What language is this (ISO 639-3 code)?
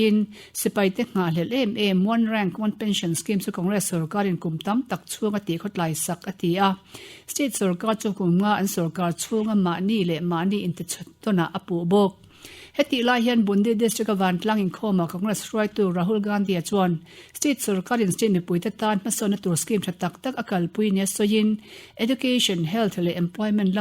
lus